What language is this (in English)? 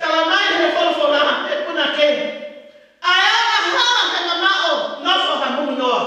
Tongan